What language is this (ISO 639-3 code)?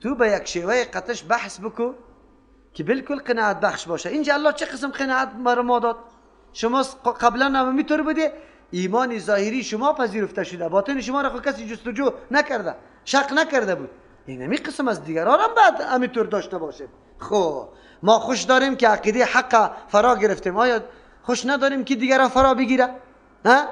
fas